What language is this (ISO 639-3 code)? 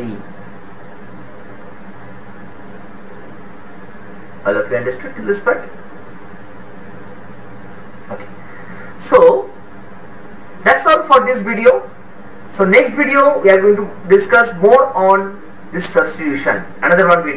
eng